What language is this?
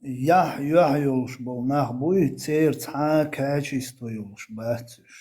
Chechen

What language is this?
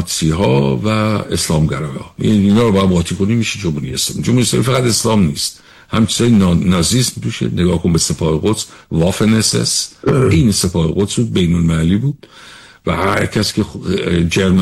Persian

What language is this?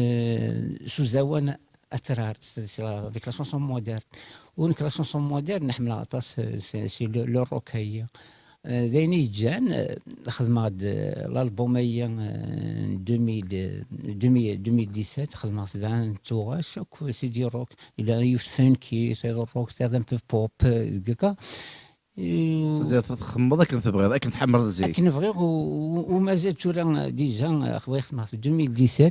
Kabyle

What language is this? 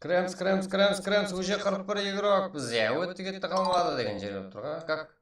Kara-Kalpak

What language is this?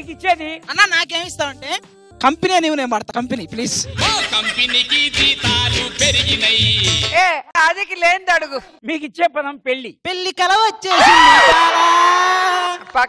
Telugu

